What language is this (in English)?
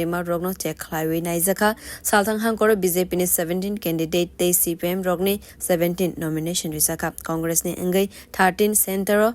Kok Borok